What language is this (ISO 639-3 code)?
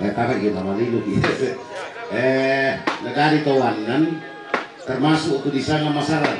sda